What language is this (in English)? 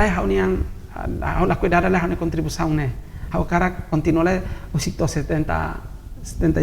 Tetum